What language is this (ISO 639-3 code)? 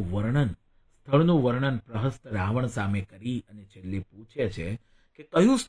guj